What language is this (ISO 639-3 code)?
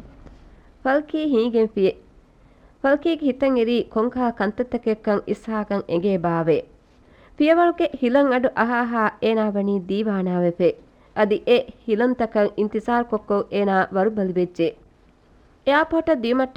div